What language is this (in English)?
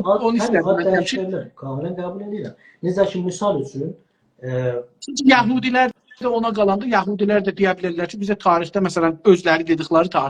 South Azerbaijani